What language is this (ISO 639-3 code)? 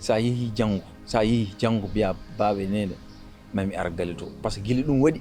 ful